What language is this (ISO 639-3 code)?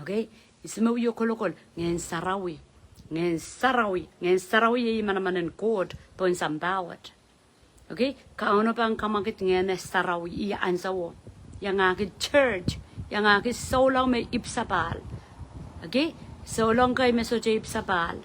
pon